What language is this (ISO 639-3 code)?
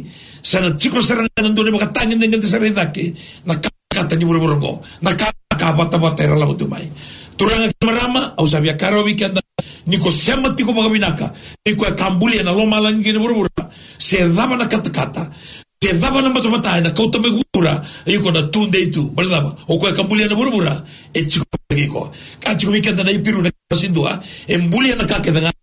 fij